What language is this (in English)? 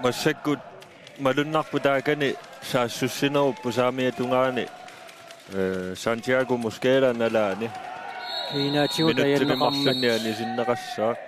Kalaallisut